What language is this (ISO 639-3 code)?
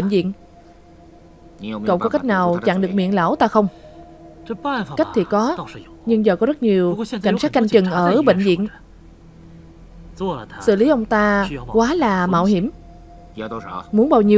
vie